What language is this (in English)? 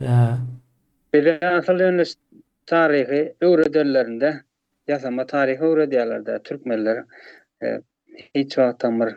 Turkmen